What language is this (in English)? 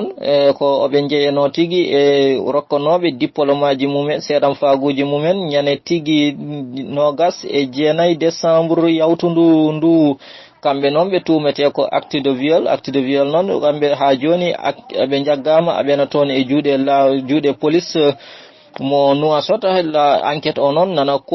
Fula